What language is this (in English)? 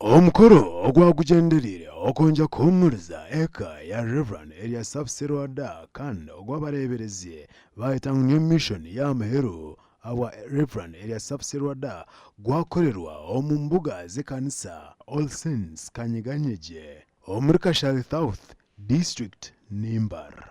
Nyankole